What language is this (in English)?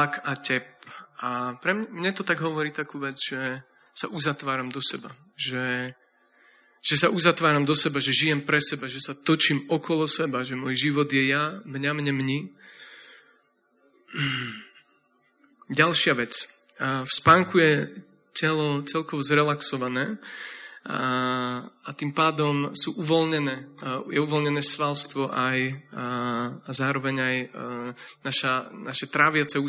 Slovak